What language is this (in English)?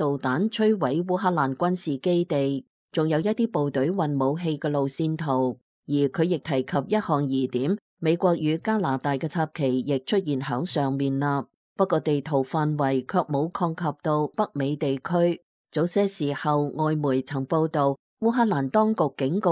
Cantonese